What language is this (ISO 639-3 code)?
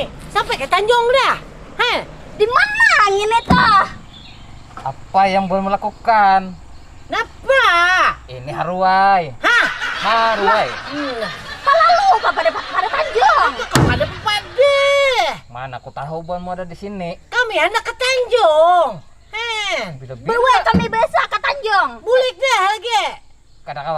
bjn